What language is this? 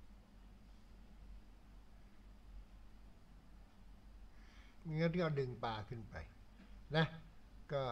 Thai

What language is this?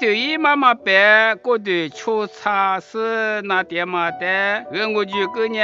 Lisu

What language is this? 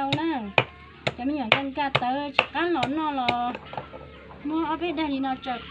Hmong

